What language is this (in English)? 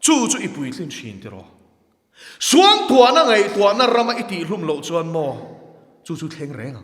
Mizo